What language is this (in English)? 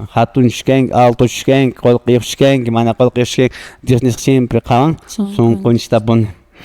Quechua